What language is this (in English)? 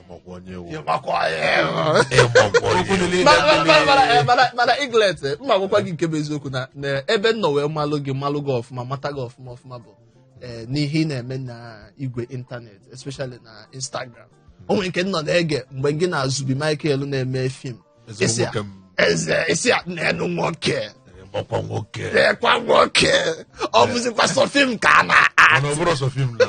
Igbo